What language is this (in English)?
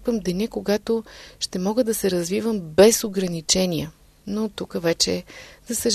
Bulgarian